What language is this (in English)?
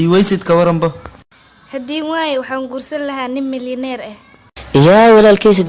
Somali